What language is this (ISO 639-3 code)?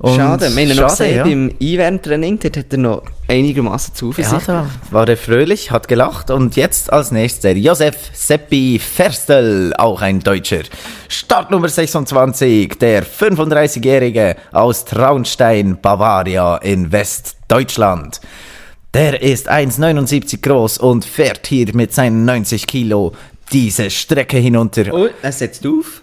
gsw